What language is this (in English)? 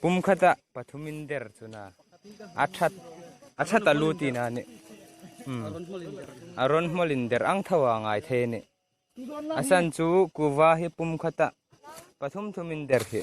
Hmar